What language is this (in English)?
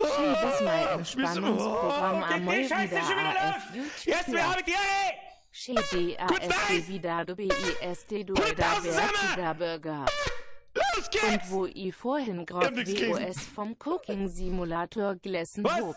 Bavarian